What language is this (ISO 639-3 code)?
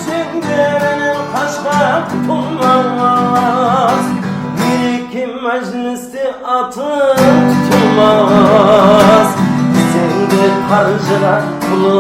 kaa